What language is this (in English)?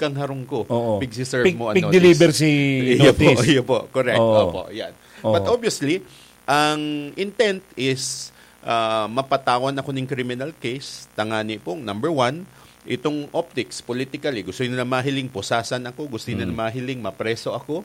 Bikol